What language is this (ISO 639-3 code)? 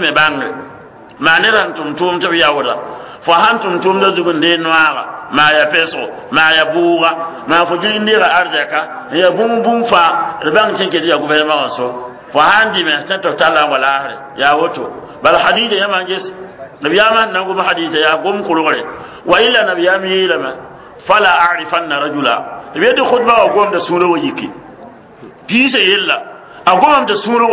mos